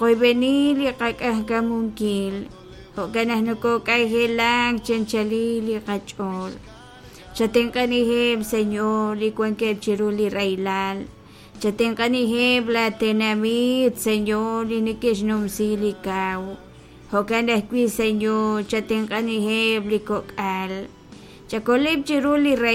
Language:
Kekchí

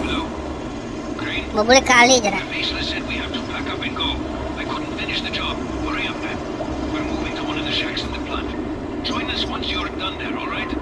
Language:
Banjar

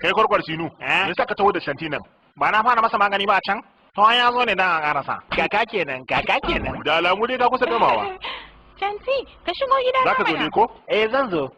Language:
Hausa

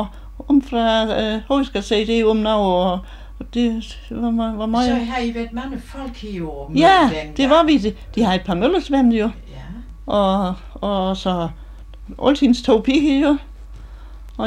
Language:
Danish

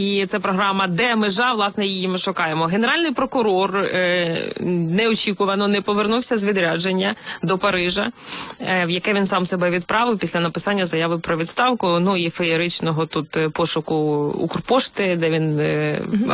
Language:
Ukrainian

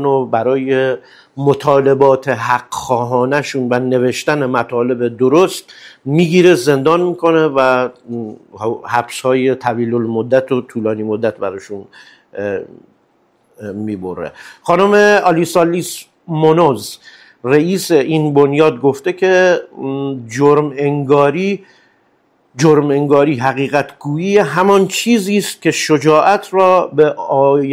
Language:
Persian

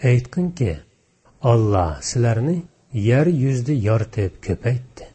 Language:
Uyghur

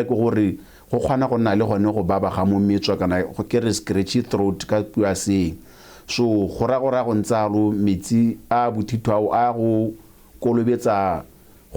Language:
Tswana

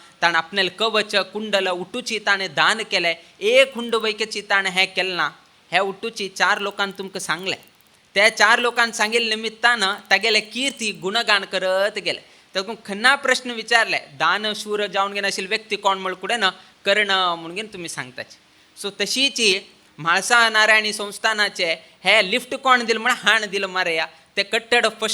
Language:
Konkani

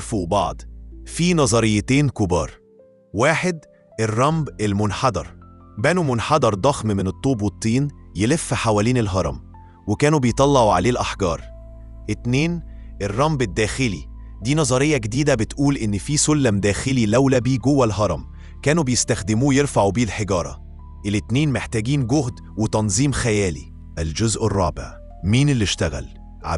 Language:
Egyptian Arabic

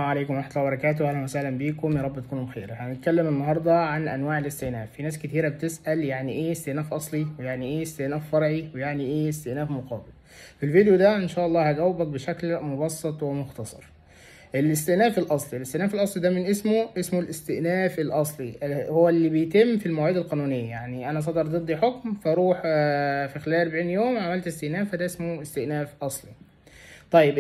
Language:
Egyptian Arabic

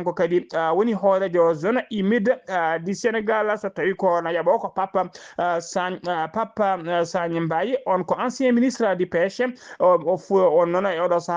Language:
Fula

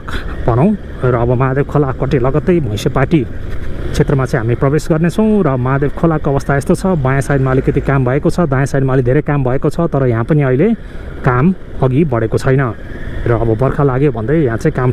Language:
Nepali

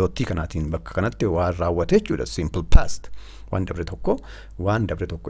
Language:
Oromo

